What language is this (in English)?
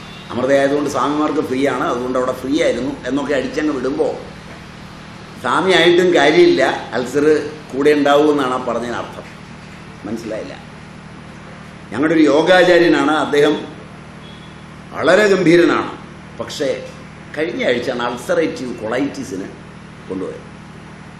Malayalam